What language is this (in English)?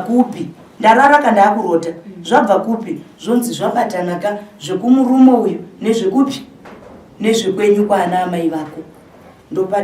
Shona